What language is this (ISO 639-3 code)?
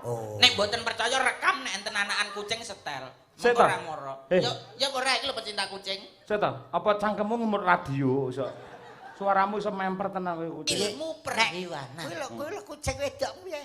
jav